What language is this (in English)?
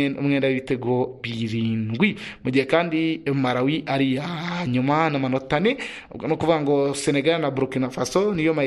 Kinyarwanda